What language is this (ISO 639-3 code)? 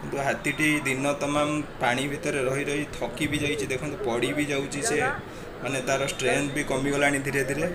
ori